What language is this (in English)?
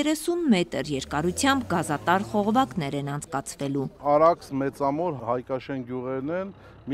Armenian